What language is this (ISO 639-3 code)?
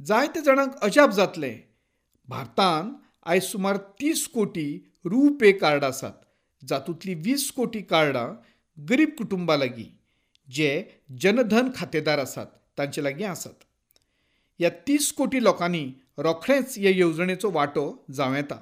kok